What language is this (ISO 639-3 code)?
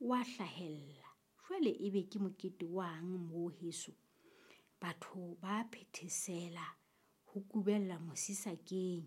sot